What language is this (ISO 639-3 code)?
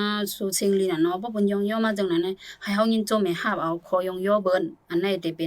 shn